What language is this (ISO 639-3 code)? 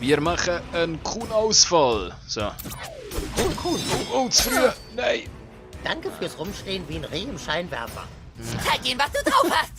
gsw